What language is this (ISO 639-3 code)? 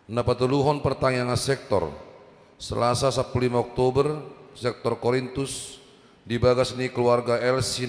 bbc